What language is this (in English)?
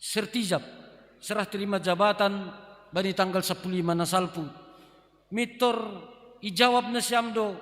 Batak Simalungun